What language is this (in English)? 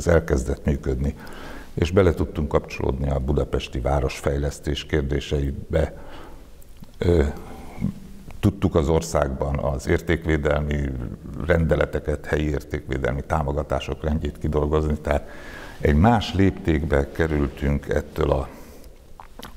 Hungarian